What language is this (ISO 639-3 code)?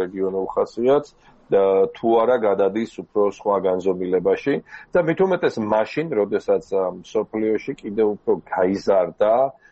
kat